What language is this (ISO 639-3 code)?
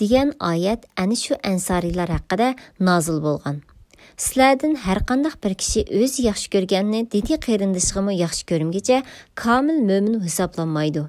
uig